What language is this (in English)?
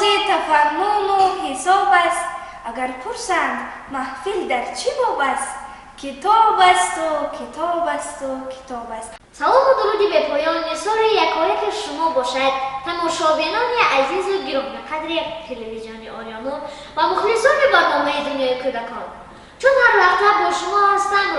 Tajik